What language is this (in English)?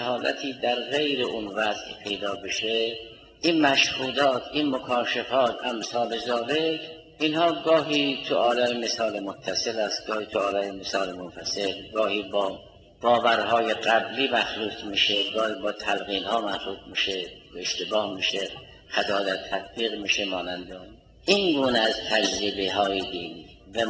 Persian